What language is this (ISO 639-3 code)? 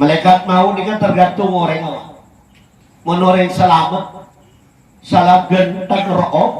mad